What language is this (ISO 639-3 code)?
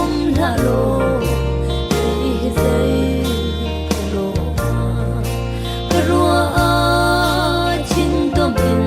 cfm